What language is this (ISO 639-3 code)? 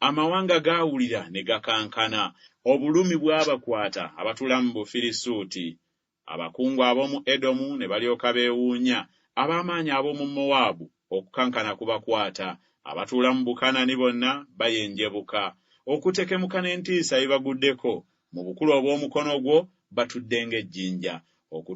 lug